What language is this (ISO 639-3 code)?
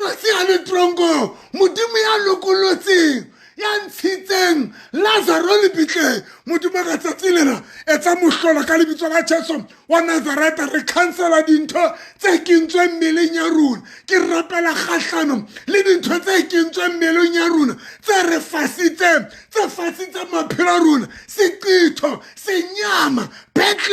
sot